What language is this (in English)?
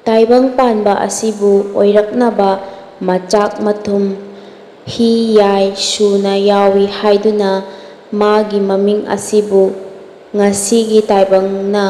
Manipuri